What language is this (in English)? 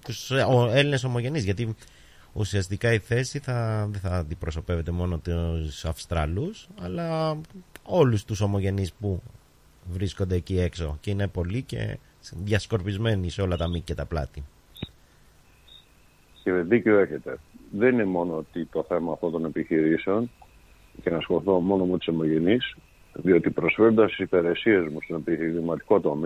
Greek